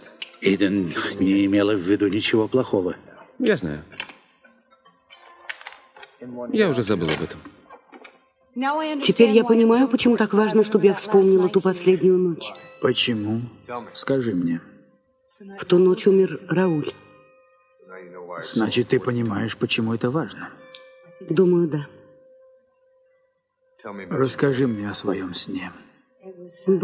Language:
Russian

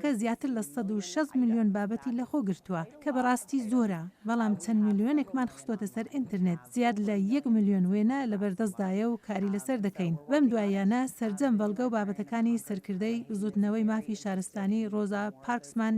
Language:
Central Kurdish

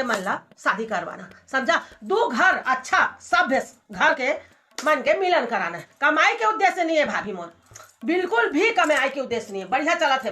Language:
Chhattisgarhi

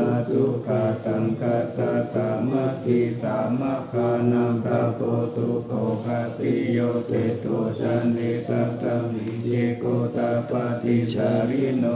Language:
Pali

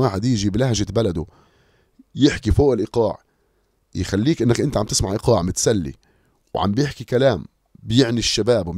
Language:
North Levantine Arabic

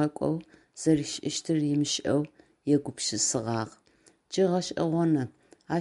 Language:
Adyghe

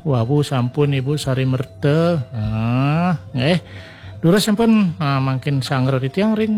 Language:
Balinese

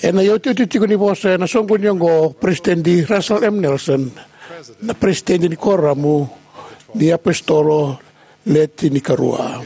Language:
Fijian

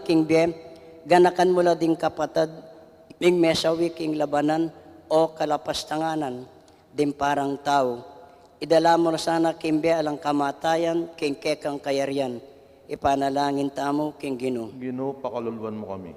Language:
Pampanga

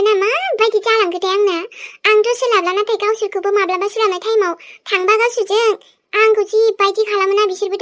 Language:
Bodo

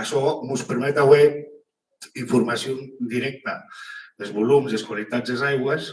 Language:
Occitan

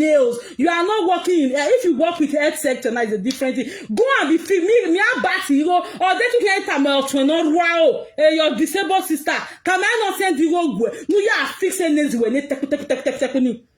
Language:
Nigerian Pidgin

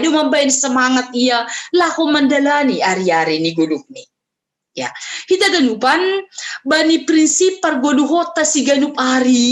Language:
Batak Simalungun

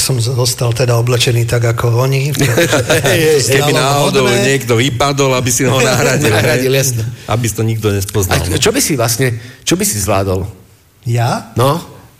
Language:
Slovak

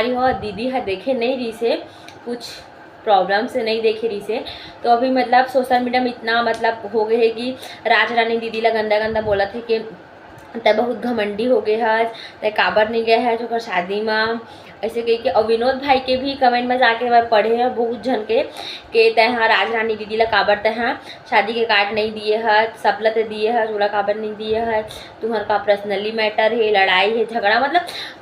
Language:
Chhattisgarhi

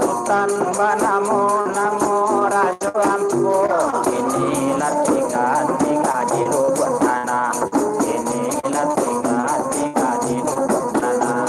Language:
Minangkabau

